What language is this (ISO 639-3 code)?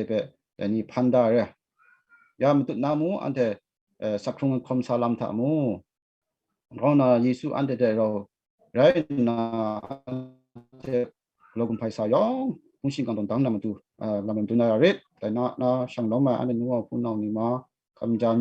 kac